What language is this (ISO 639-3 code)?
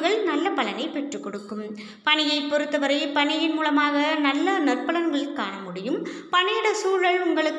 tam